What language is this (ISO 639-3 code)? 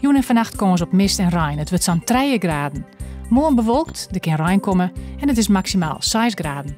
fry